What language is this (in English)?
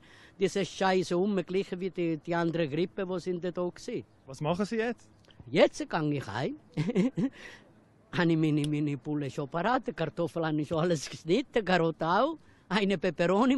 Swiss German